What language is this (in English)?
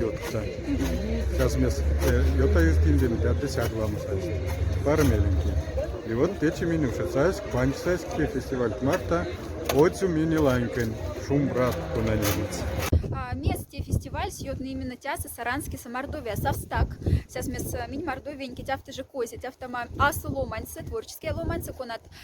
Moksha